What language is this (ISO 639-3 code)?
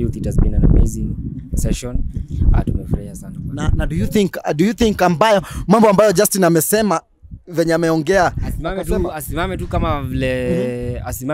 swa